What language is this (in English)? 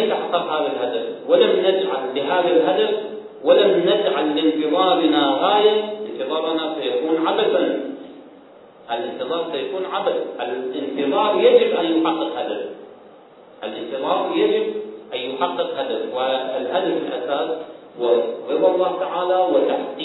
Arabic